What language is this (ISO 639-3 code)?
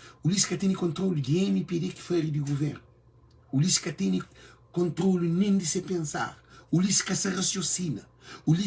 kea